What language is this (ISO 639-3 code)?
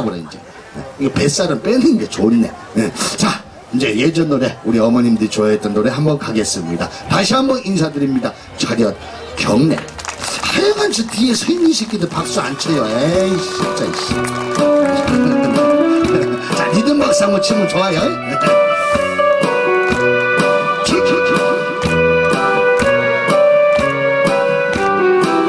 kor